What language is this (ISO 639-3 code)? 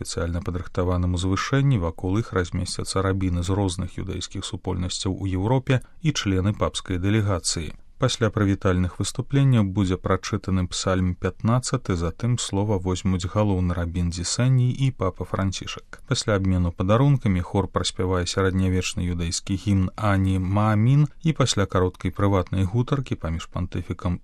bel